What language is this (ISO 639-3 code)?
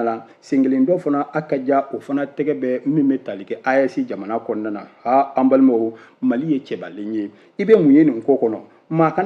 bam